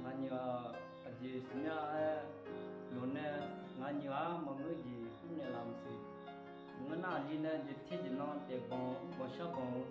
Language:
Akha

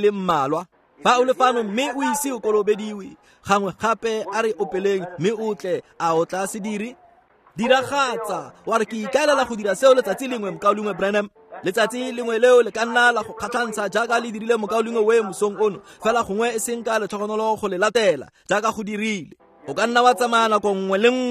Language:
Tswana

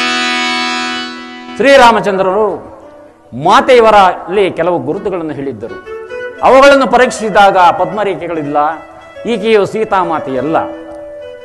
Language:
Kannada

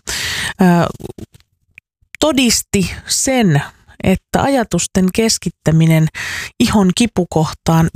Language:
Finnish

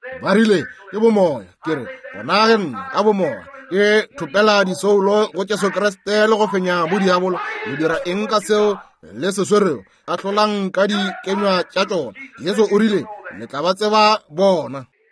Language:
Northern Sotho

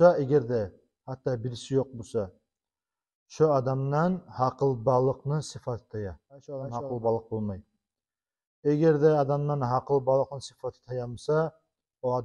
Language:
Kumyk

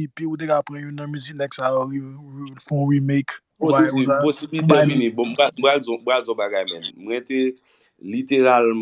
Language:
Haitian Creole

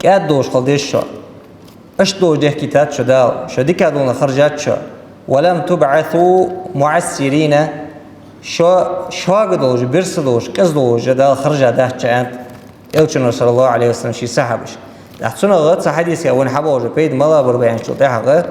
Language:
Ingush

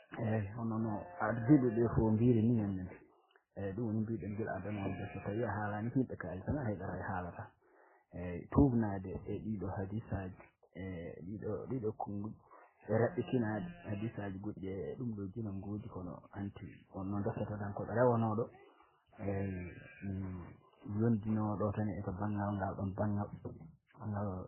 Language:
Fula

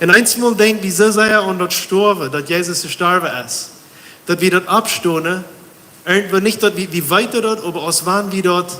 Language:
Plautdietsch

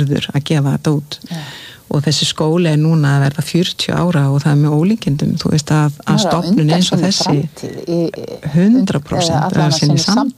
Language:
Icelandic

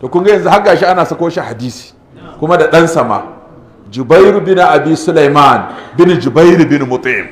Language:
Hausa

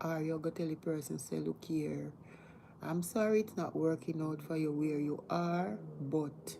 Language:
Jamaican Creole English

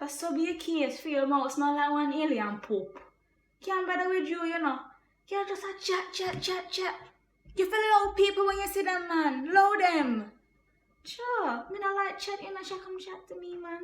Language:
Jamaican Creole English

